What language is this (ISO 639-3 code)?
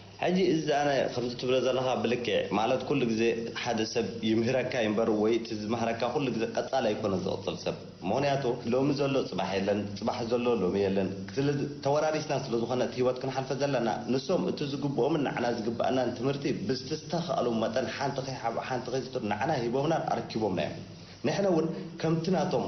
tir